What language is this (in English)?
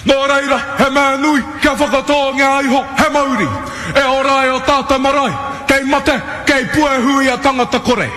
Māori